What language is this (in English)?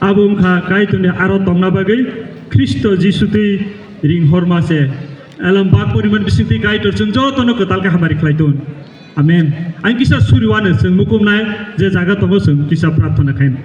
Kok Borok